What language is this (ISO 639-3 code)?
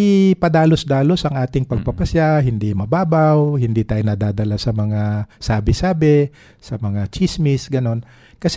fil